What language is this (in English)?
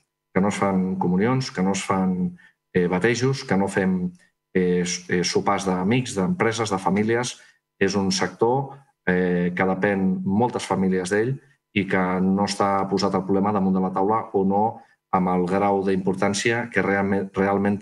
Catalan